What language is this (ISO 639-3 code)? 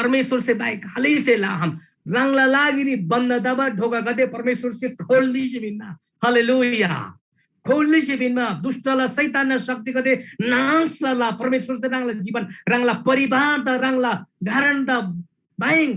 taj